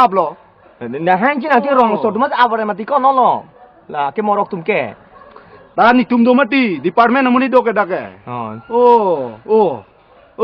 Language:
Karbi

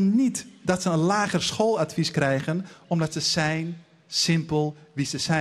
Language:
Dutch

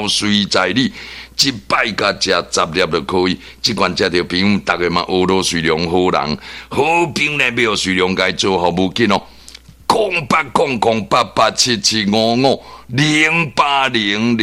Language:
Min Nan Chinese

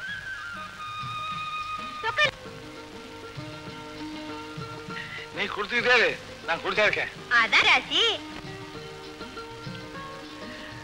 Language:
Tamil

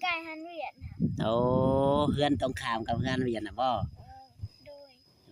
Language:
Northeastern Thai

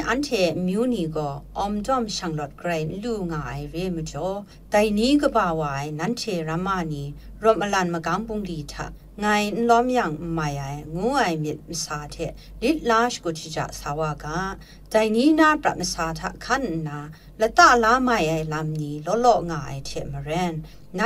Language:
Kachin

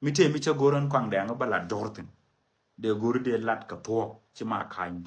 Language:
Nuer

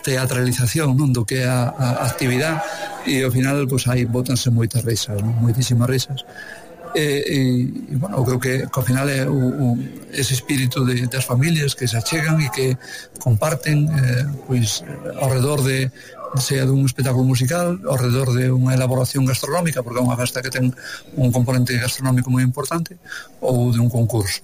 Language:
Galician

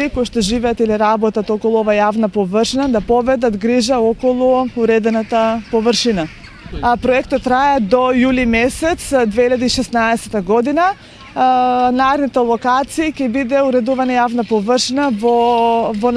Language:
Macedonian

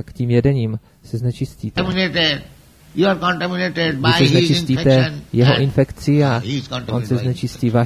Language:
Czech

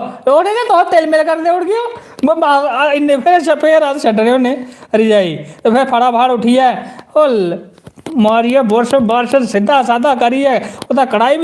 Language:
Dogri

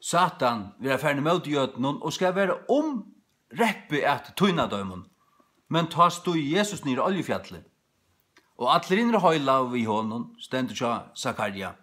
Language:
Faroese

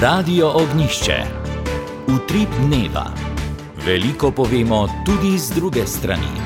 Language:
Slovenian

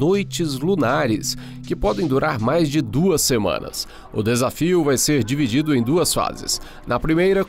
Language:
Portuguese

